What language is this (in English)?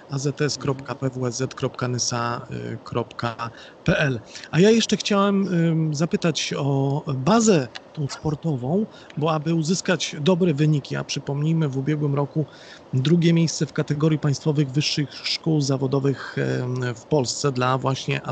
Polish